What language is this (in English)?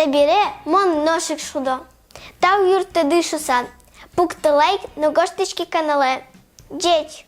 Udmurt